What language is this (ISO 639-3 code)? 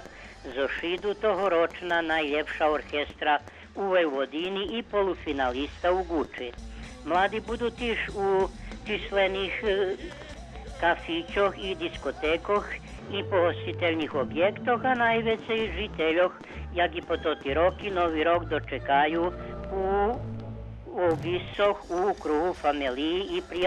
rue